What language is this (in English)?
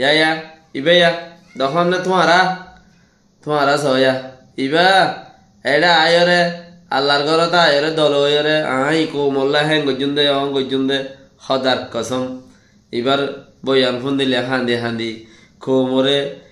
Rohingya